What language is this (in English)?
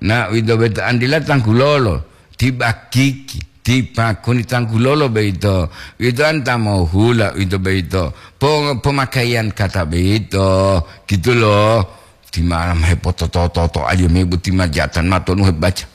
Gorontalo